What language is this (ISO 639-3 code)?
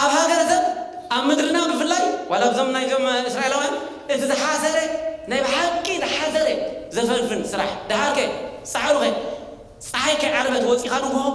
tir